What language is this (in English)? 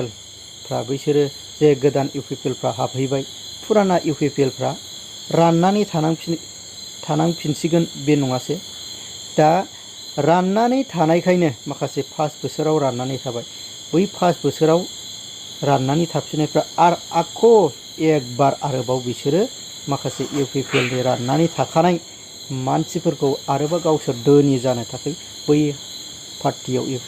Bodo